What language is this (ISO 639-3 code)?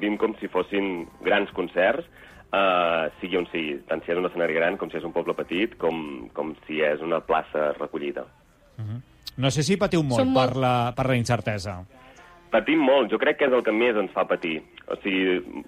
cat